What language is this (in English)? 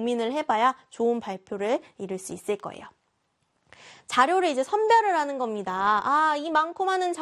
Korean